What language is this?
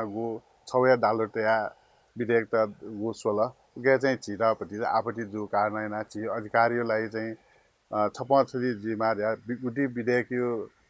Newari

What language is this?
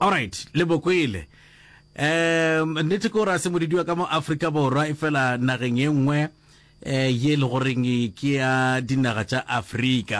Northern Sotho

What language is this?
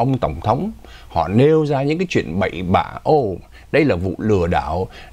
Vietnamese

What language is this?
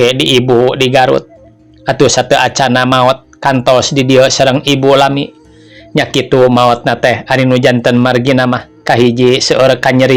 Sundanese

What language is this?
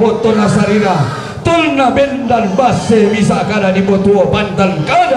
Toraja-Sa'dan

